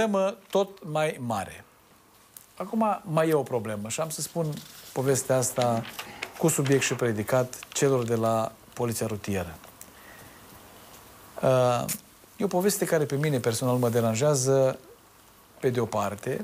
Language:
Romanian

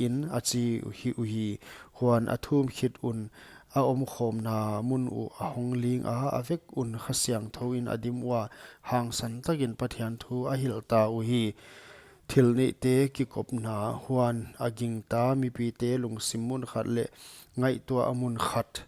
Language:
Paite Chin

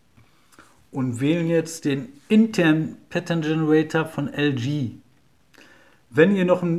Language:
German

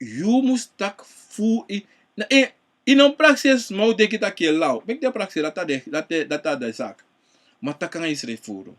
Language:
Sranan Tongo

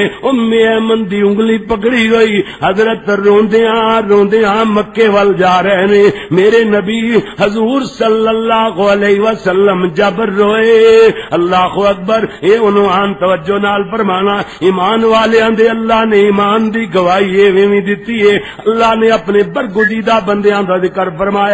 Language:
Western Panjabi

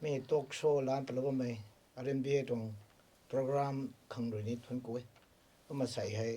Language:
Rongmei Naga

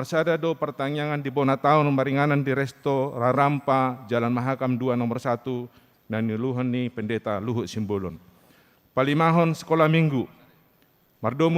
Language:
Batak Toba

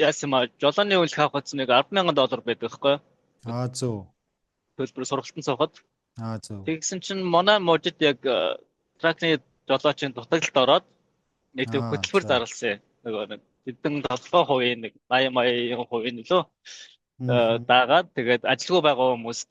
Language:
Mongolian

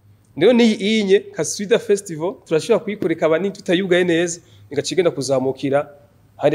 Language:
Rundi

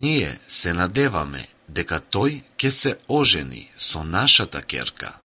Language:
Macedonian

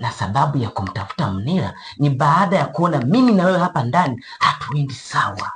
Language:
Swahili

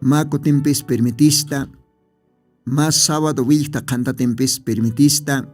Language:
Aymara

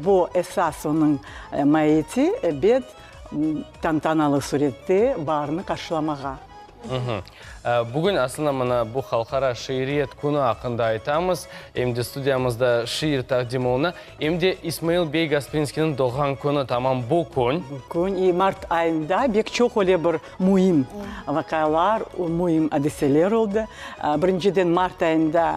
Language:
Crimean Tatar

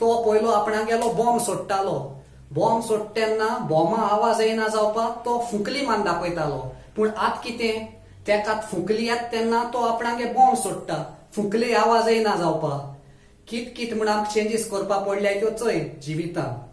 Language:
Konkani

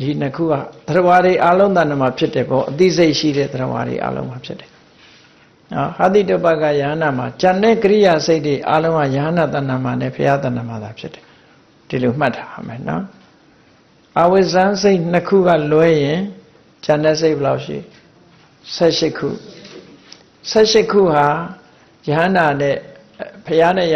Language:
Burmese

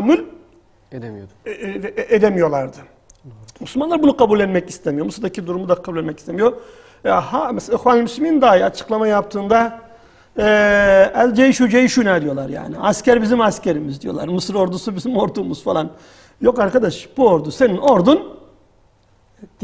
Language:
Turkish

